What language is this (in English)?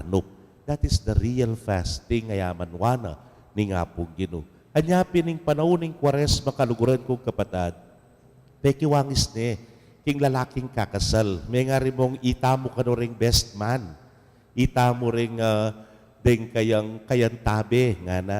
Pampanga